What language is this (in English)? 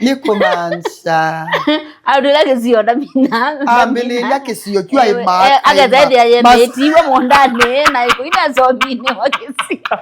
Kamba